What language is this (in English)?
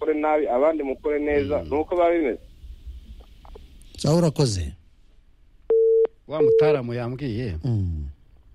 Kinyarwanda